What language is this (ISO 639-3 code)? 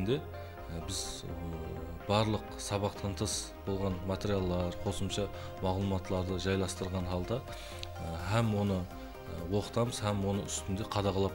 kaa